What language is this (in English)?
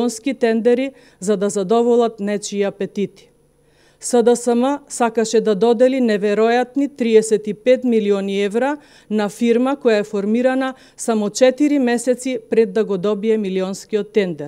Macedonian